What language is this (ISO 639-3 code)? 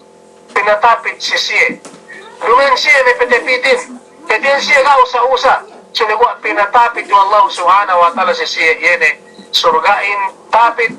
yka